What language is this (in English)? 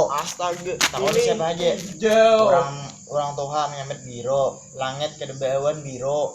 Banjar